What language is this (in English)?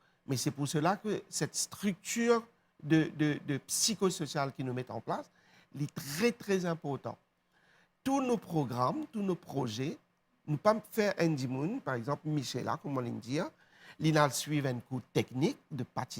Morisyen